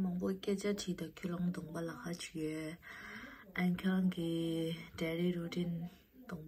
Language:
Tibetan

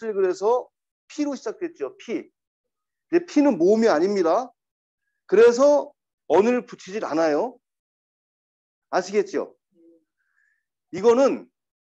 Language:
Korean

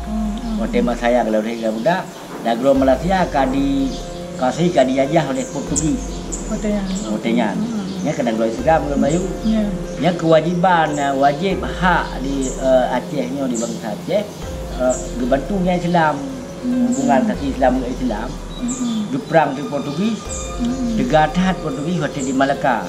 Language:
Achinese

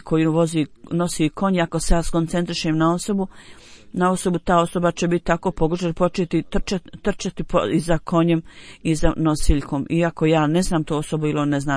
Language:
Bosnian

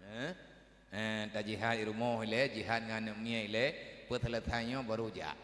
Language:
Achinese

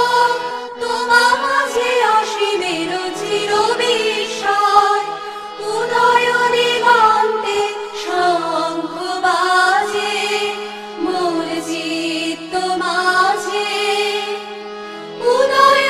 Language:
Bangla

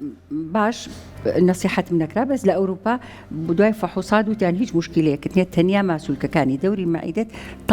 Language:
Central Kurdish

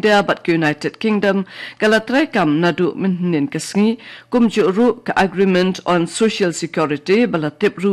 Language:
Khasi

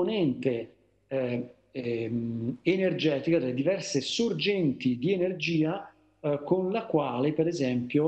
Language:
Italian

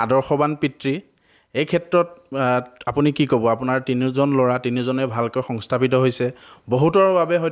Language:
Assamese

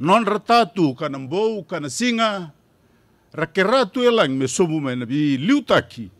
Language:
Fijian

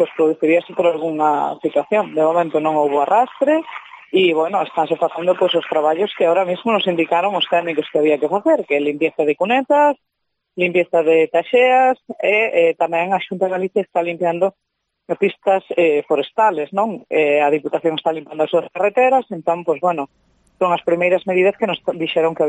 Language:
Galician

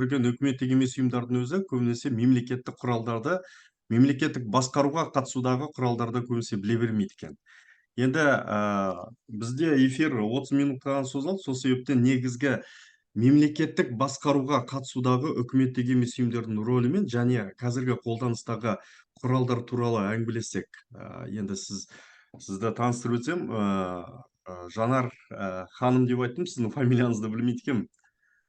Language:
Kazakh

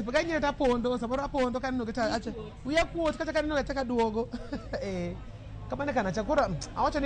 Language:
Luo (Kenya and Tanzania)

